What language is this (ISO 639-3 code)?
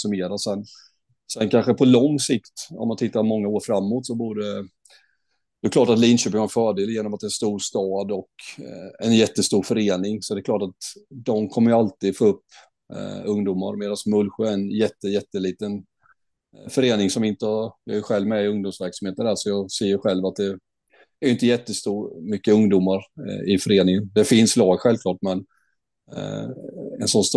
swe